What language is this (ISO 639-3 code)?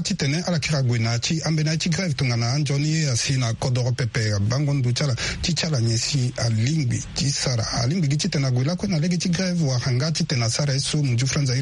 sag